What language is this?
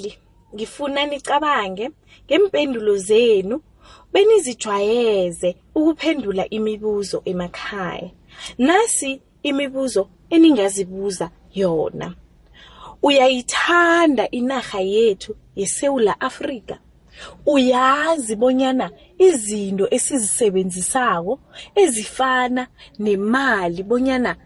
South Ndebele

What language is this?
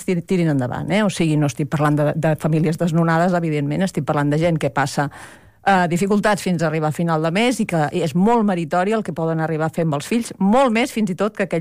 Catalan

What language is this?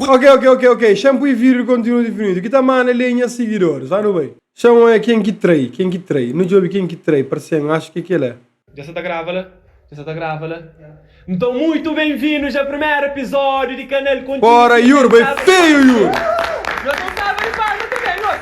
Kabuverdianu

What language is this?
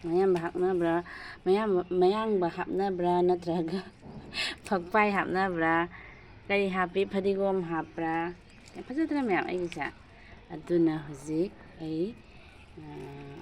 Manipuri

